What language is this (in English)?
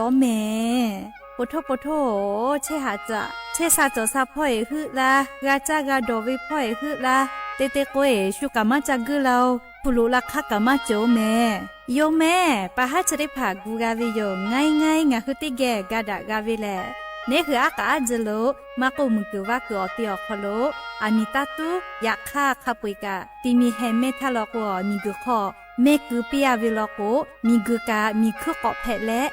Lahu